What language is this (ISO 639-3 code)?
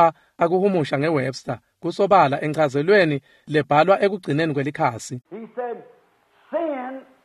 ssw